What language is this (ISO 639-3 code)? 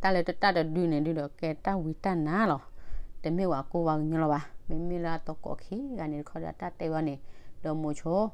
ksw